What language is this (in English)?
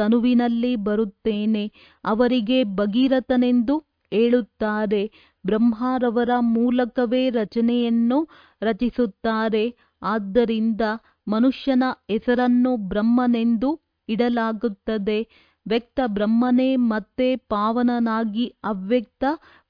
Kannada